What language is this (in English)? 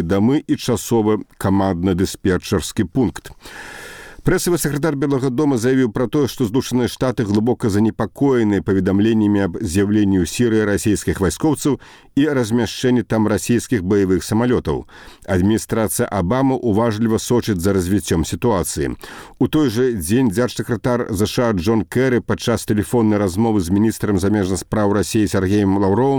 Belarusian